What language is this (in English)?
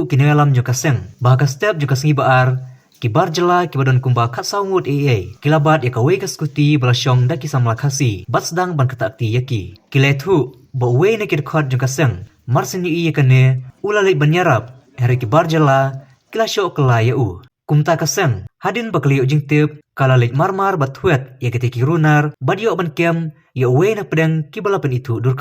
Khasi